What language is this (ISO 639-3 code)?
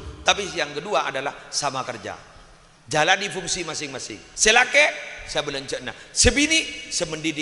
mad